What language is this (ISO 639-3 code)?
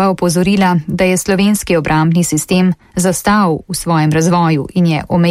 slv